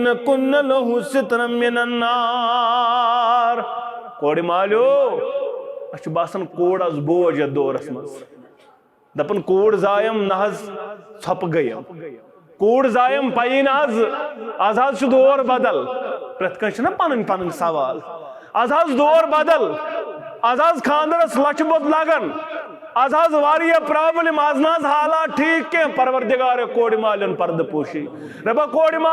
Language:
Kashmiri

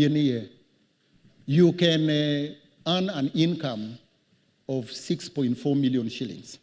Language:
Acoli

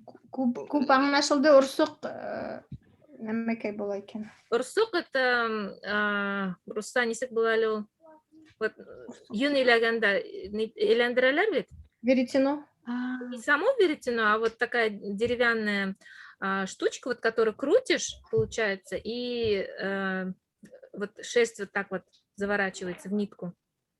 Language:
Bashkir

